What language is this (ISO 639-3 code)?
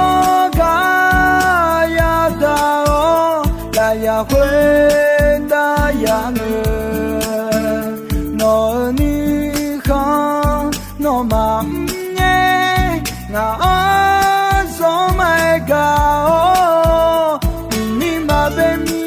ahk